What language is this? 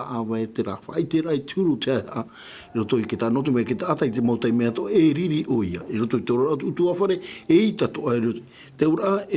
Tahitian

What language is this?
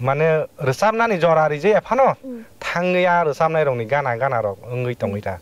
Kok Borok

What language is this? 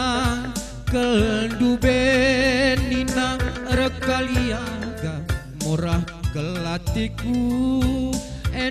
Batak Karo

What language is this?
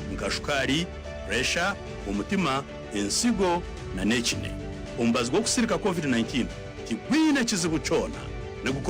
Nyankole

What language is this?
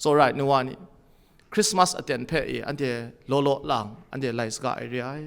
Kachin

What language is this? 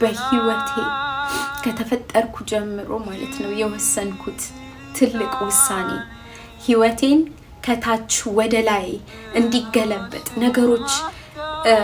Amharic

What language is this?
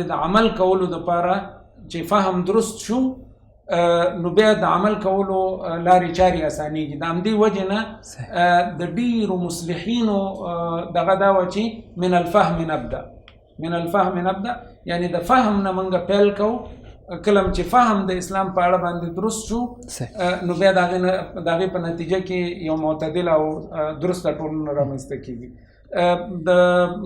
Pashto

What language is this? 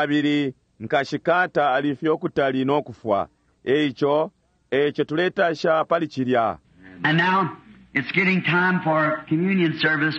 Bemba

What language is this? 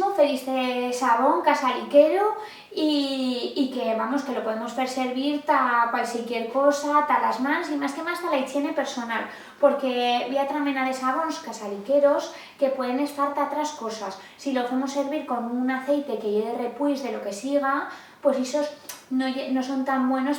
Aragonese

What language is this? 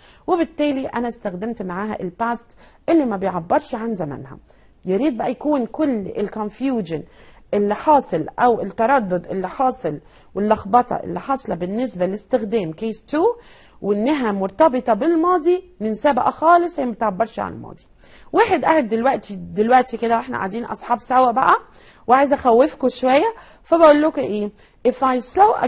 Egyptian Arabic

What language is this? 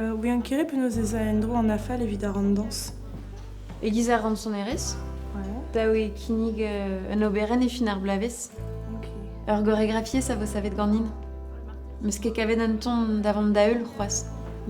Breton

